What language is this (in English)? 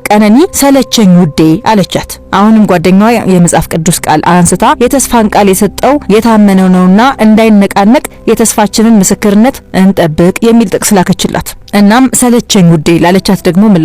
Amharic